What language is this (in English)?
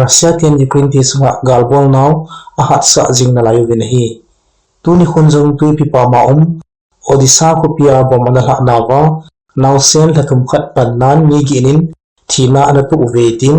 Thado Chin